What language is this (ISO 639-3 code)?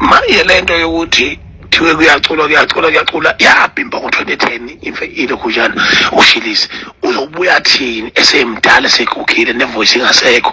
zul